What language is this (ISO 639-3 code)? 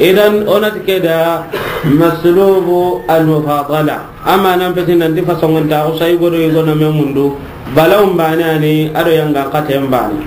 snk